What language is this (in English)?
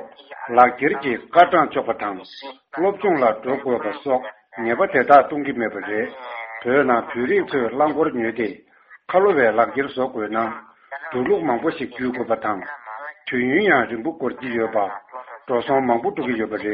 Tibetan